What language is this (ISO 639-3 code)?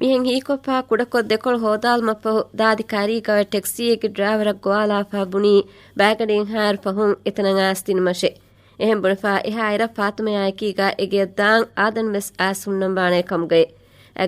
div